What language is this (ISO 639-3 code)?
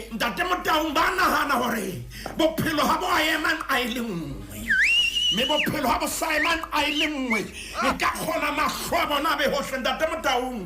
sot